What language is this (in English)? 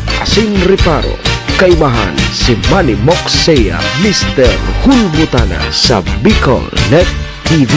Bikol